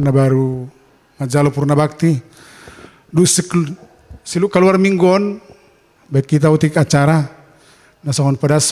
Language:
Batak Simalungun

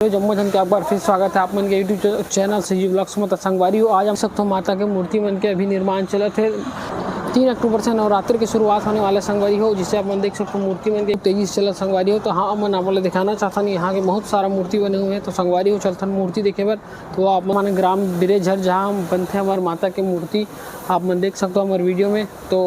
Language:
Chhattisgarhi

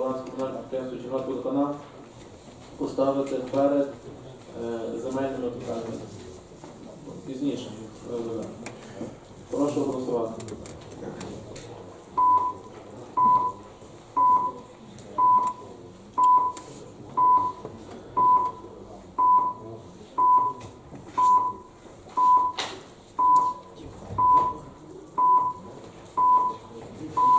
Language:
Ukrainian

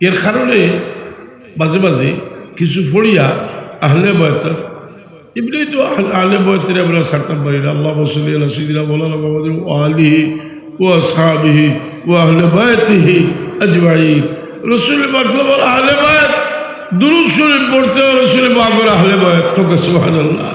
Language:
Sylheti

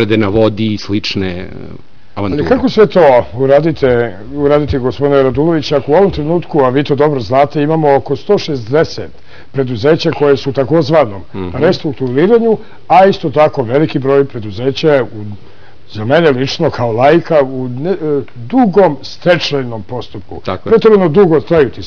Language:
Serbian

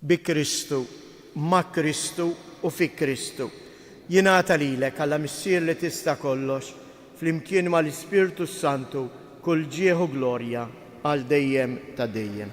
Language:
Maltese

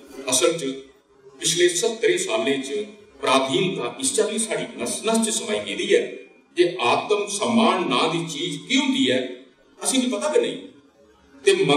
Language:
Dogri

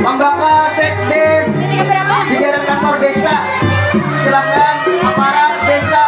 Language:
Banjar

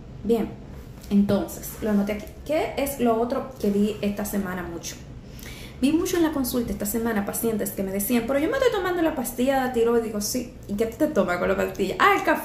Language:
Spanish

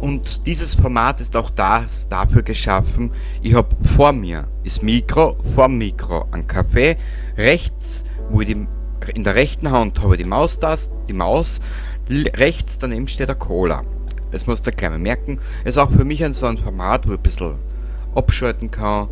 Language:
Bavarian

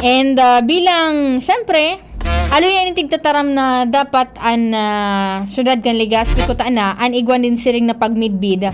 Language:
Bikol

